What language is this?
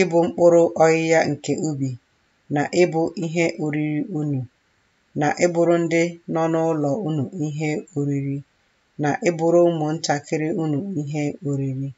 Igbo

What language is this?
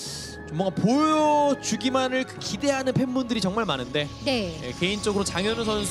Korean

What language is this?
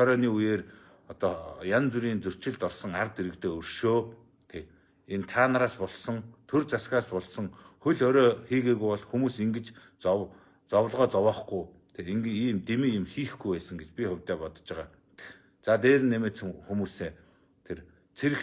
Mongolian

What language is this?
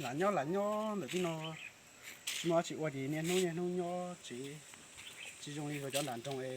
Hmong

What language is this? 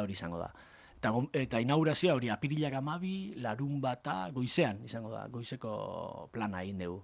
Basque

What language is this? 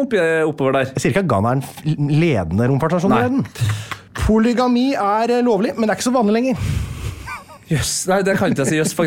Norwegian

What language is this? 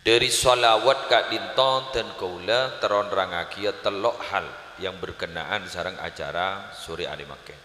Madurese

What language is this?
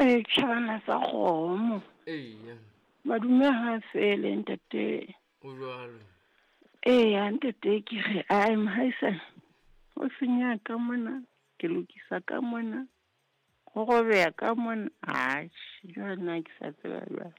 Southern Sotho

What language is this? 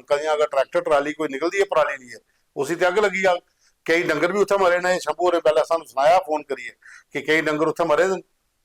Dogri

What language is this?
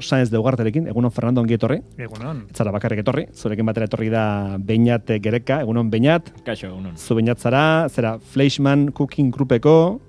Basque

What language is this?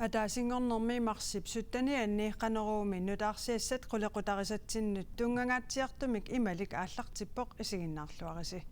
Kalaallisut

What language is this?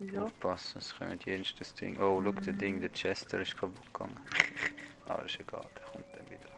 Swiss German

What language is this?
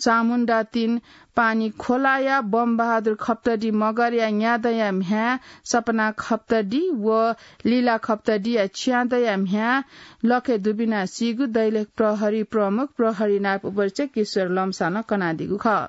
Newari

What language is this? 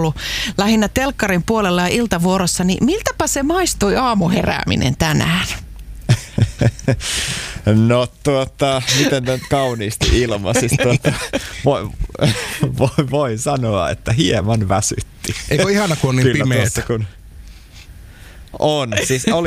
Finnish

